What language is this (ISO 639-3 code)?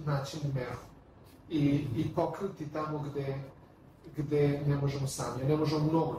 srp